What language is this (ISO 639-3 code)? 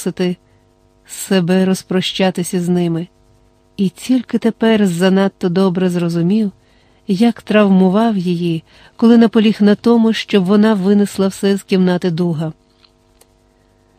ukr